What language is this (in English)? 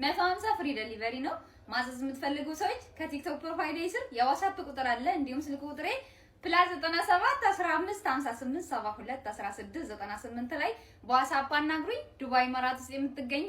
Amharic